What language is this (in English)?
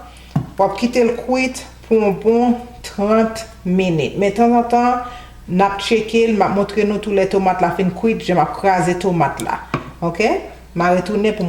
Haitian Creole